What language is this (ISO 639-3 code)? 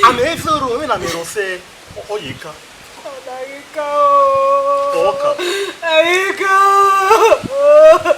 bin